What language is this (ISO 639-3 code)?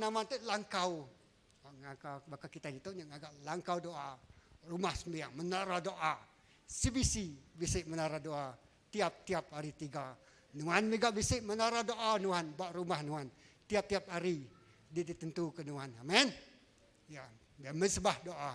iba